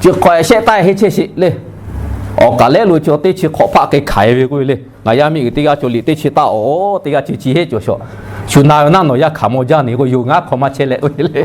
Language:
Lahu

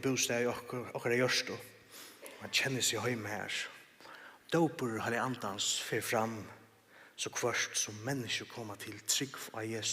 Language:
Faroese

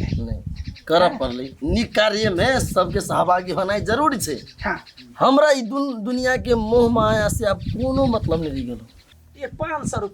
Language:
Maithili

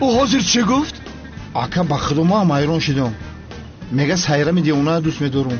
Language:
Tajik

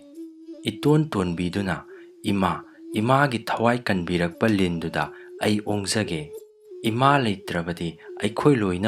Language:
Manipuri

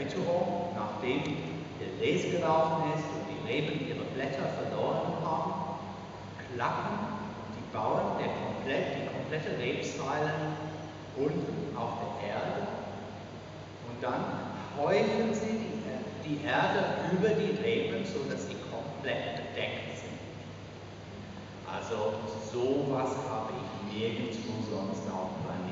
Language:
German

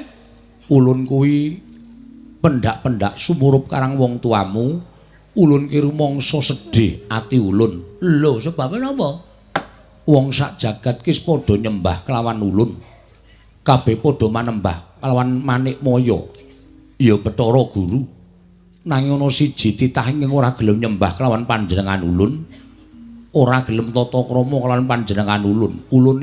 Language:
Javanese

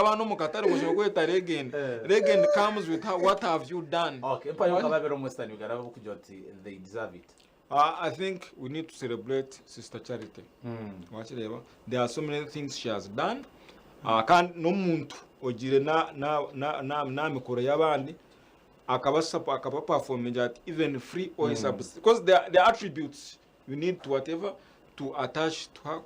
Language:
Nyankole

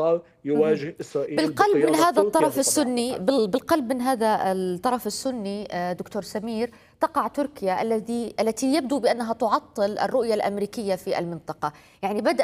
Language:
Arabic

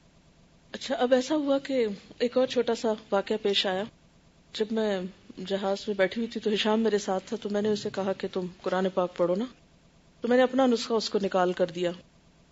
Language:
Urdu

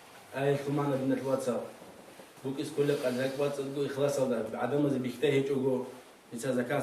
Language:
Avaric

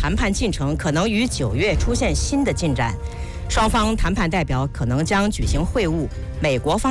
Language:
Chinese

